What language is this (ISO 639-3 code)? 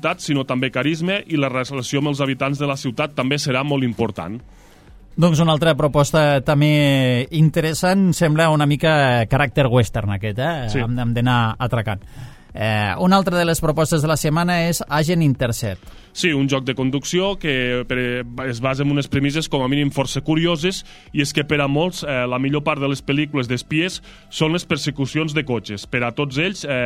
cat